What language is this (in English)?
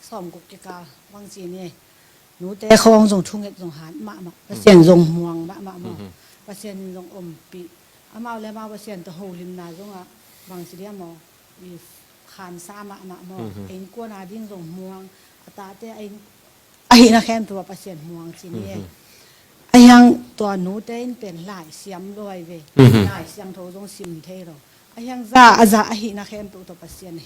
Tedim Chin